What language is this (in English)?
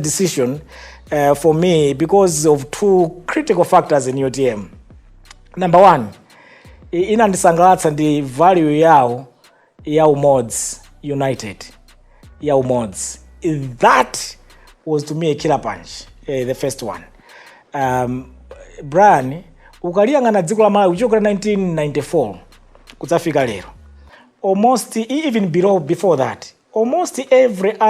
Nyanja